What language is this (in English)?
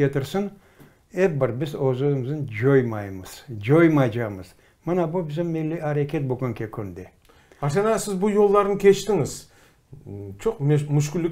Crimean Tatar